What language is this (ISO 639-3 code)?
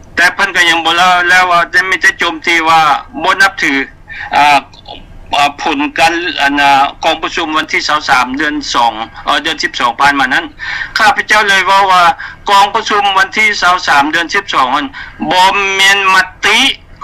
lao